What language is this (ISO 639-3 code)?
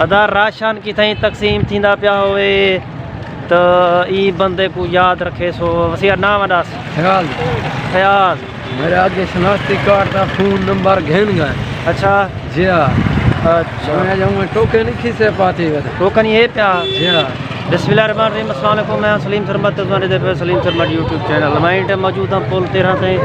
skr